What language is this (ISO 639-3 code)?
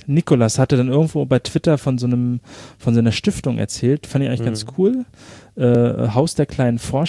deu